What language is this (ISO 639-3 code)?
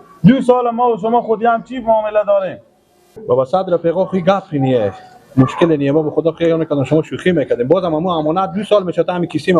fas